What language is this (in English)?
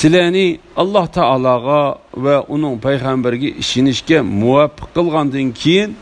Uyghur